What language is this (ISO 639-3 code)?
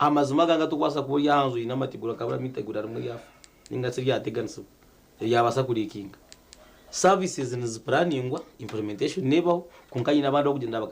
nyn